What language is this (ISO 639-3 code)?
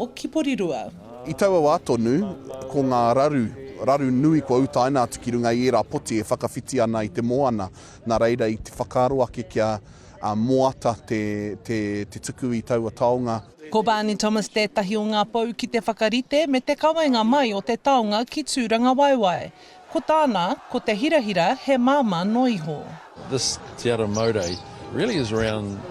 mri